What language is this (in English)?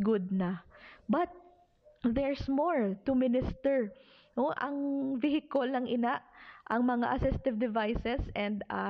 Hiligaynon